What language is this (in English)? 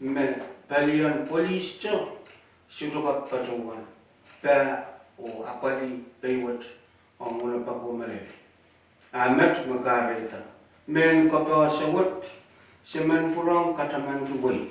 Pohnpeian